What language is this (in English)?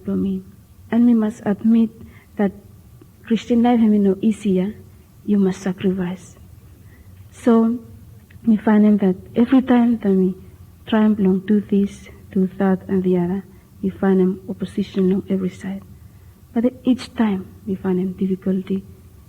Bislama